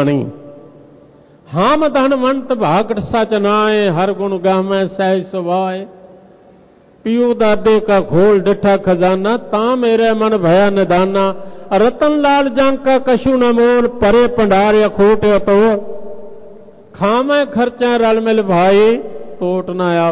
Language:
Punjabi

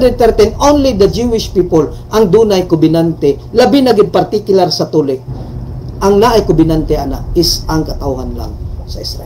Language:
Cebuano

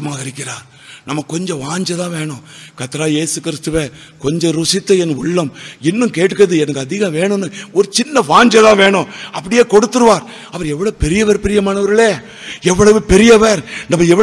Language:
Tamil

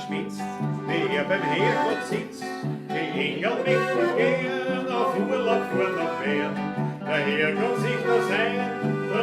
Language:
Bavarian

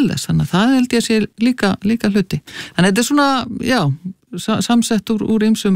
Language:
Icelandic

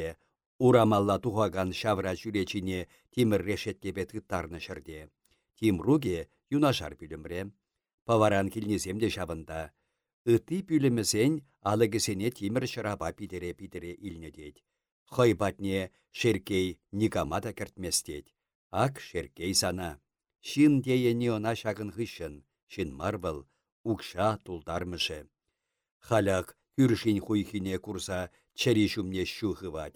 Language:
Chuvash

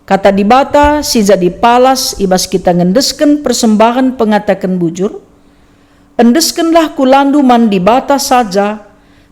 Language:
Batak Karo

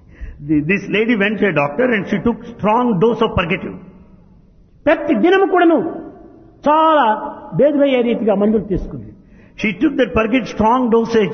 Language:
Telugu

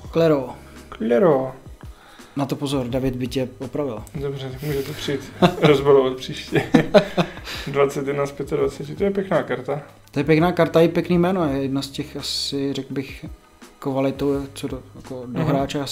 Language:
Czech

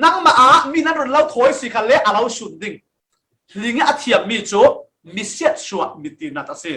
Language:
Falam Chin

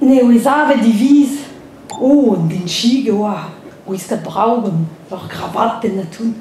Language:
Breton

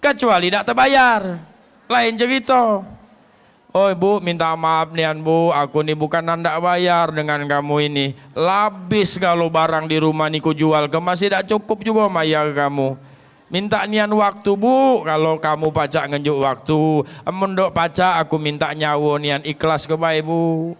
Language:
Musi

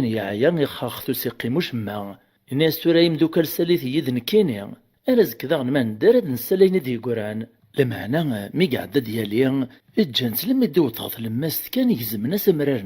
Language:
Kabyle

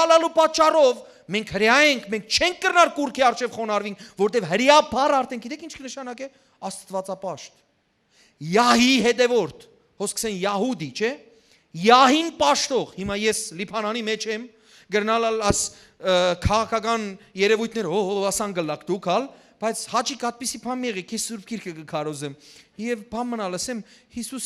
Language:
Western Armenian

